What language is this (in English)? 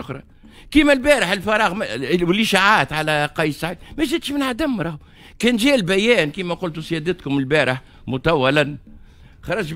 Tunisian Arabic